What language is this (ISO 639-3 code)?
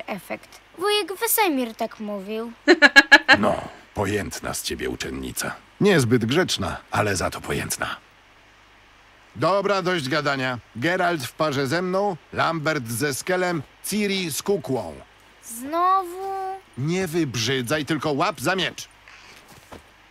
pol